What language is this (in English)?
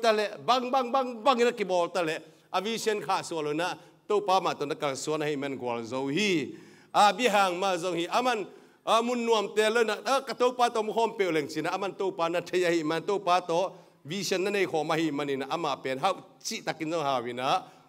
Tedim Chin